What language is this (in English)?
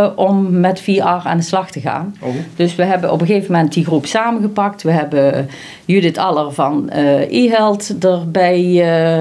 Dutch